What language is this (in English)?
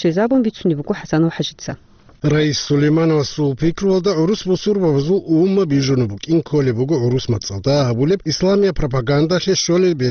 Avaric